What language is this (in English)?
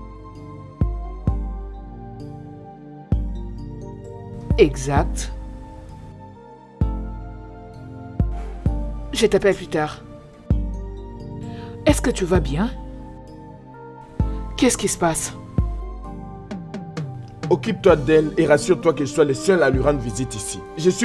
French